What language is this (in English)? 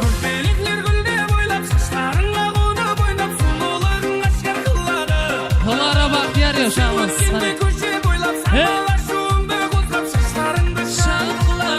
Kara-Kalpak